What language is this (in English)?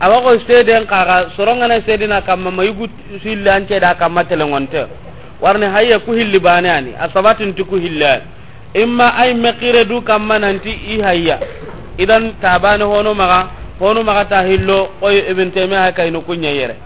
Soninke